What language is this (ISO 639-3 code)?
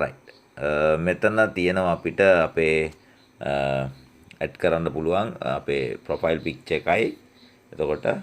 sin